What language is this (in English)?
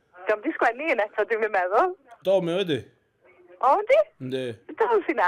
Welsh